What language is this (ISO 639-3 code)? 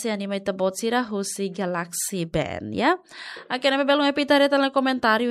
tet